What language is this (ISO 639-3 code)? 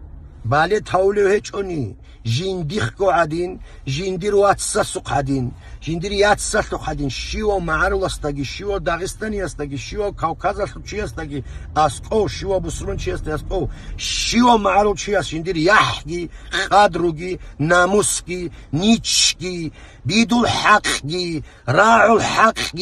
ava